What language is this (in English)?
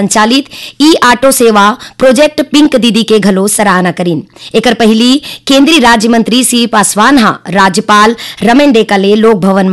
Chhattisgarhi